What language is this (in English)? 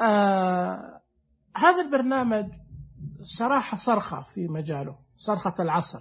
Najdi Arabic